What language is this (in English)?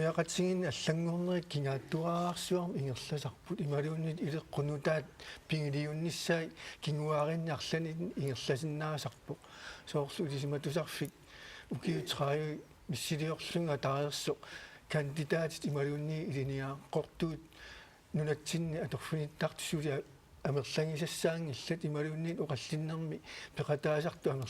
Kalaallisut